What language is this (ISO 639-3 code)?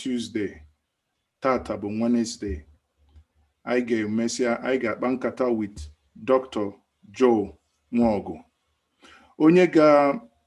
ibo